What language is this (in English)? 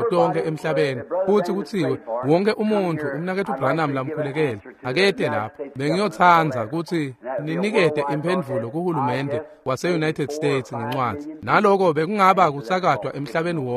Swati